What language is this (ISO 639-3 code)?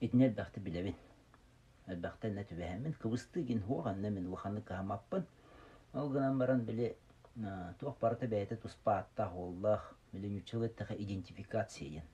sah